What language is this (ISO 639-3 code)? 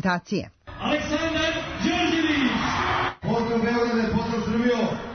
srp